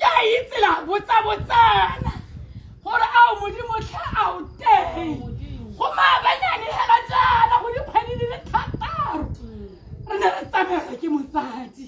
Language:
Tswana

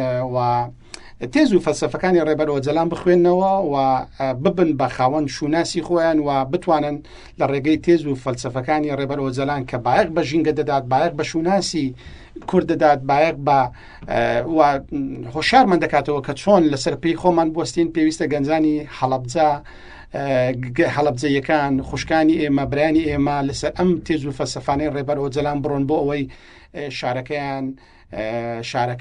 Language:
Central Kurdish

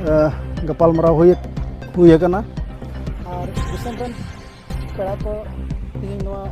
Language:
Santali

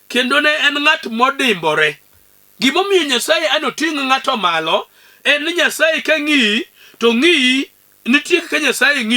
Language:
Luo (Kenya and Tanzania)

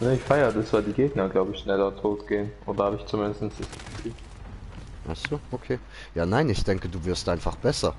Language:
Swiss German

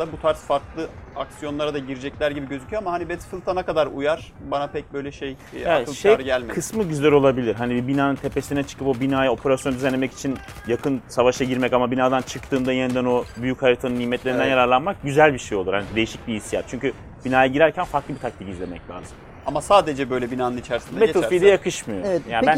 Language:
Turkish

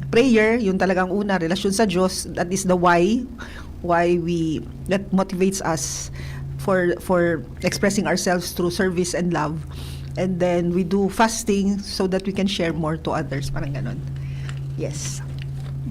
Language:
Bikol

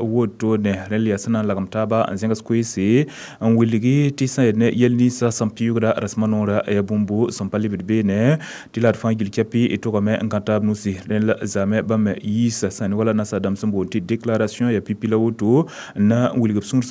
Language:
Mossi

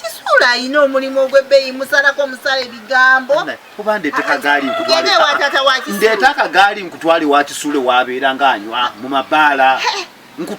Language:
Ganda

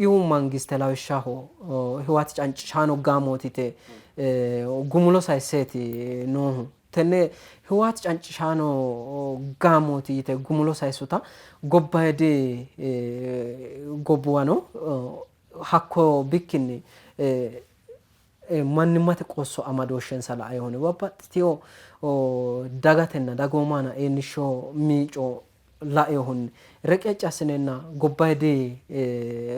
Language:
Sidamo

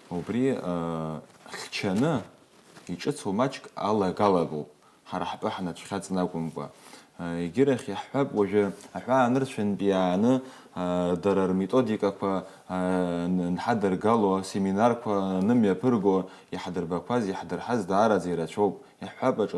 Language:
Abkhazian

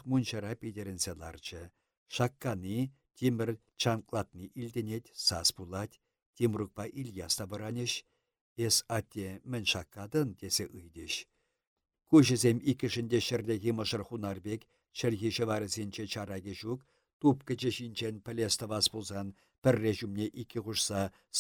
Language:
Chuvash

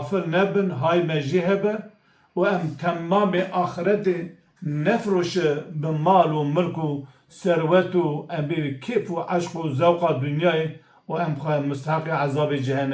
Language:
Kurdish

